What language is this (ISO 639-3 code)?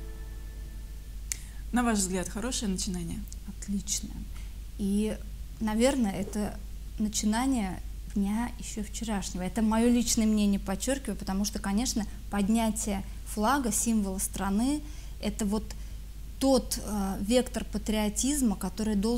rus